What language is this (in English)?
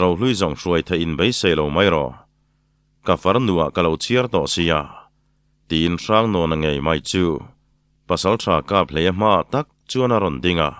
Mizo